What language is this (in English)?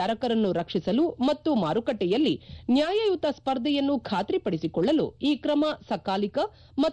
Kannada